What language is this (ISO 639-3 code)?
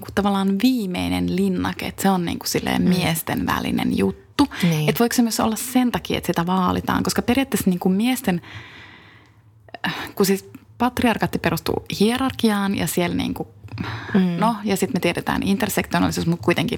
fin